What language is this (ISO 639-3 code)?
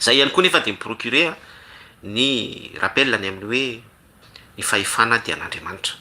mlg